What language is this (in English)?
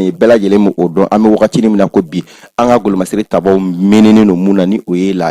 Bambara